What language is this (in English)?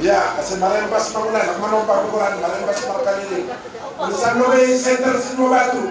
Batak Simalungun